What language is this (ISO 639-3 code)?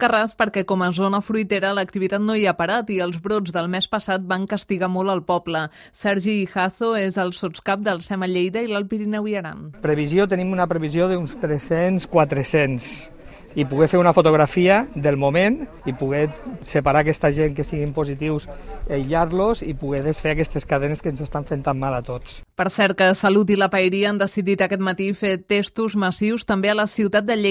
cat